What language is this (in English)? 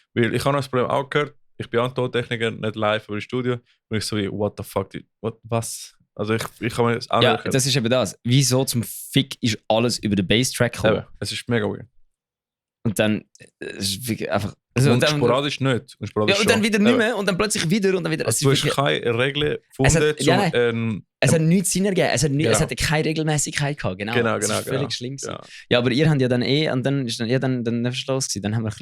Swiss German